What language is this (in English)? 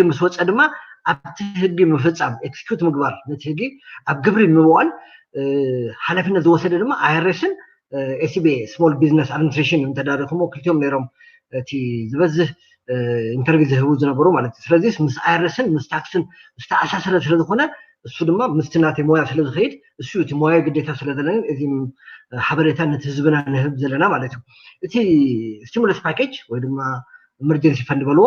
Tigrinya